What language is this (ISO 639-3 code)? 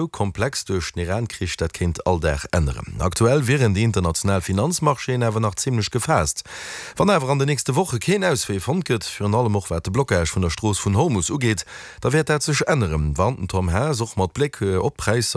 ltz